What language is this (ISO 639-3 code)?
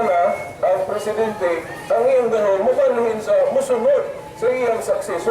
ceb